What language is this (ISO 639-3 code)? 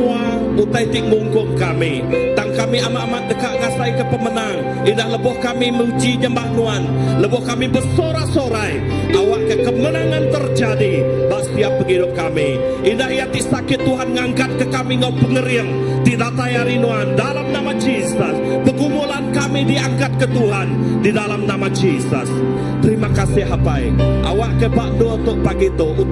iba